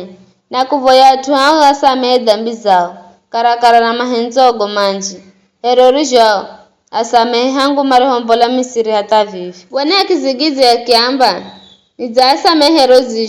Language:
Giryama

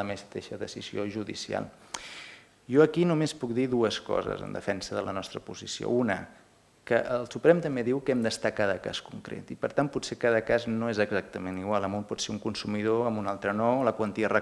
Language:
Catalan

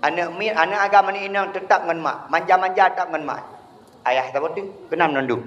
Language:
Achinese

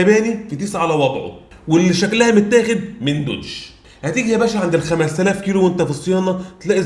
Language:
Egyptian Arabic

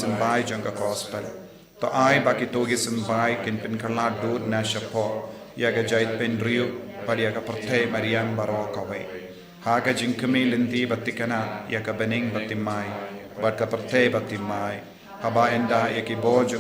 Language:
Khasi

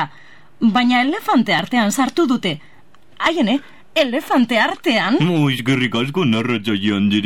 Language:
Basque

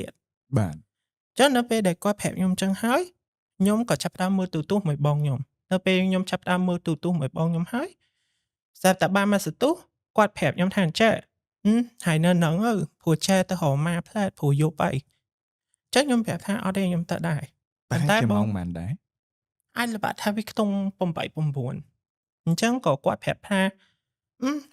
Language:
Khmer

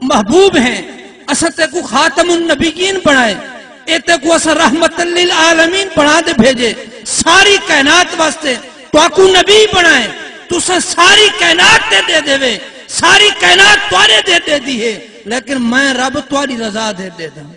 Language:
Saraiki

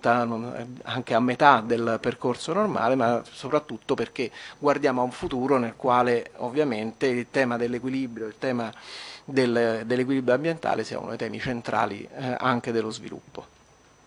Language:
Italian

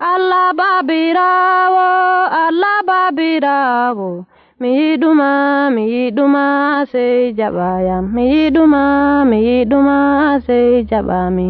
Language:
Nigerian Fulfulde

